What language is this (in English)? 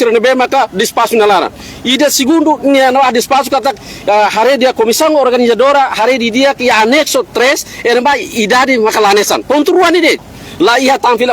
Tetum